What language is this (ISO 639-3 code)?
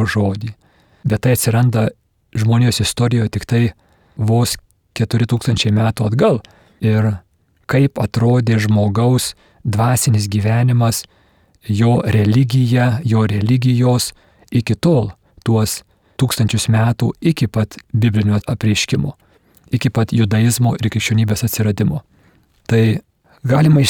lit